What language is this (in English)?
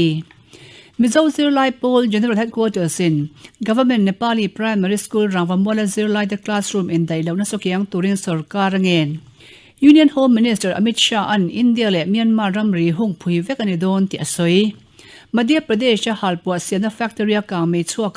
Mizo